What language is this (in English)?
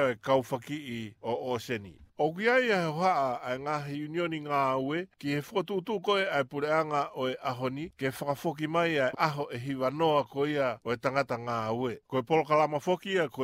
Tongan